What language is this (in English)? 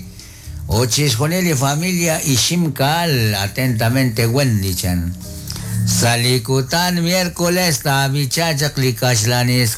Kekchí